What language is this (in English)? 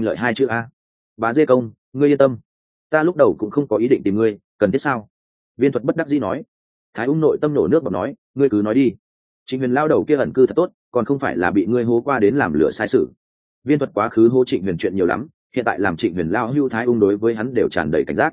Vietnamese